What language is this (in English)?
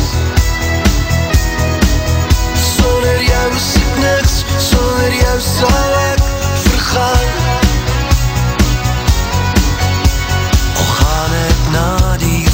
Afrikaans